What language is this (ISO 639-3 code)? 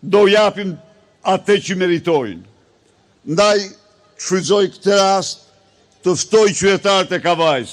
sqi